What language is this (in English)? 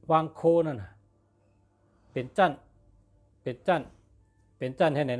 Shan